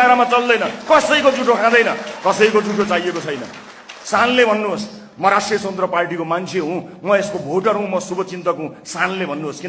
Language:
Nepali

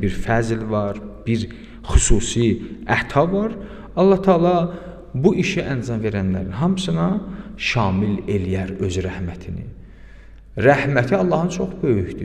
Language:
Azerbaijani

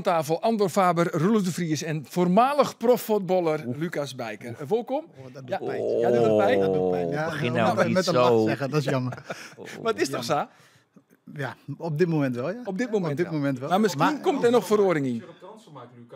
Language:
Western Frisian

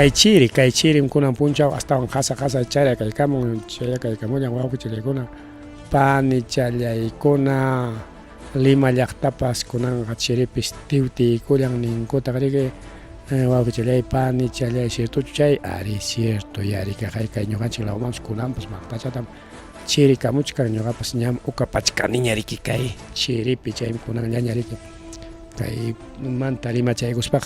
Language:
Ayacucho Quechua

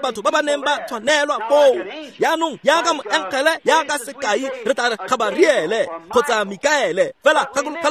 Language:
Tswana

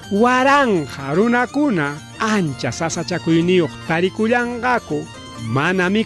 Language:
Ayacucho Quechua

